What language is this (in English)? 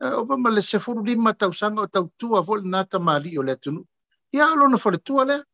Samoan